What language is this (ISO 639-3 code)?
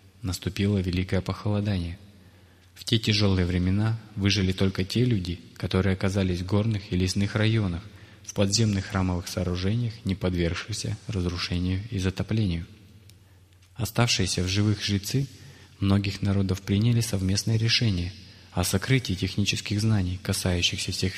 rus